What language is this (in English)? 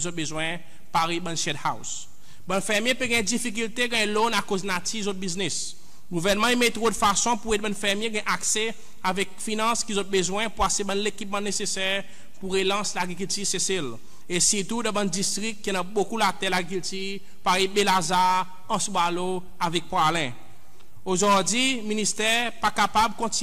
Seselwa Creole French